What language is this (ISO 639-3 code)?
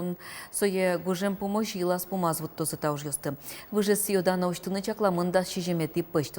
udm